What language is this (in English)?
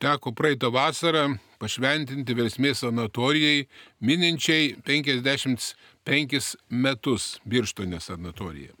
Lithuanian